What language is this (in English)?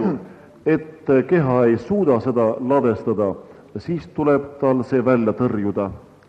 Estonian